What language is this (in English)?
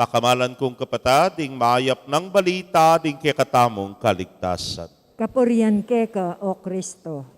Pampanga